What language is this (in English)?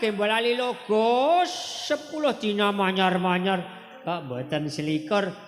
Javanese